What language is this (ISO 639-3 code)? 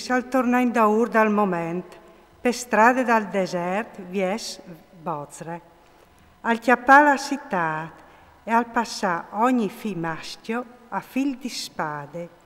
fur